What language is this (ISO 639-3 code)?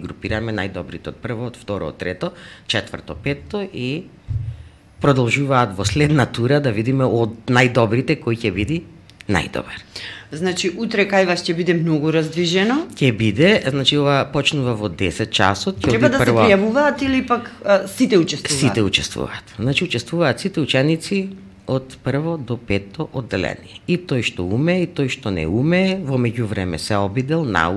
mkd